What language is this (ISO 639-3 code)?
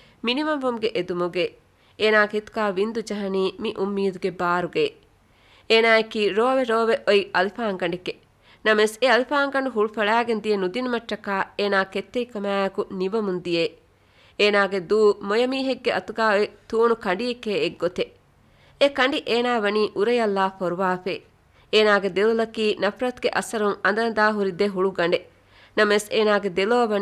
div